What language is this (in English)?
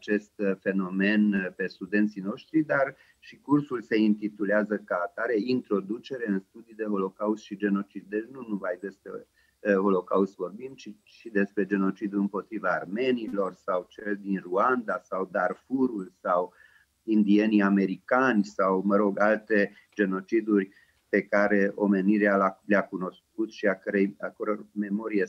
Romanian